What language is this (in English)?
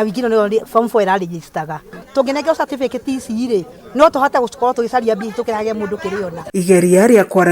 Kikuyu